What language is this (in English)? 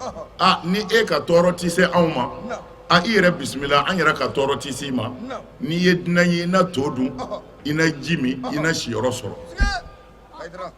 Bambara